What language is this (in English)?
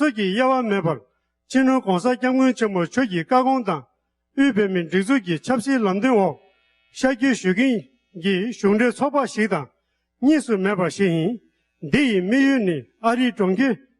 Tibetan